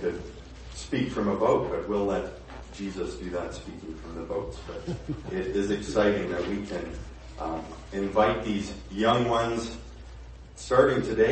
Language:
English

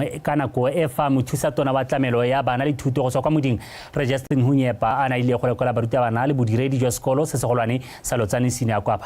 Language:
Tswana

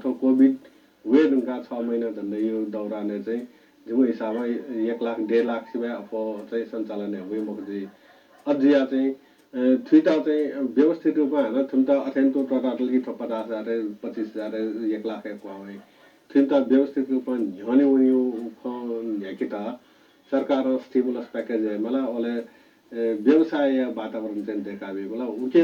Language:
Newari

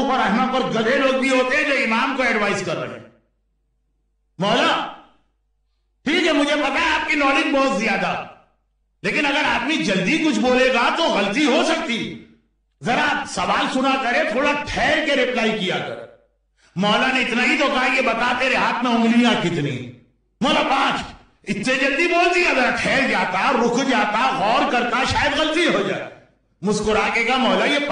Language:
Urdu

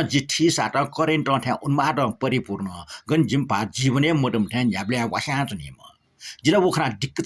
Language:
Newari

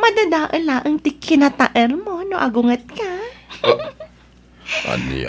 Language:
Iloko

